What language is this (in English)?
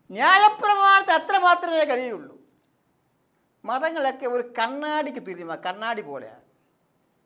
Malayalam